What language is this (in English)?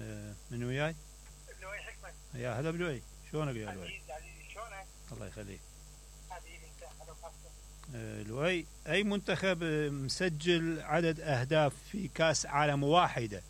Mesopotamian Arabic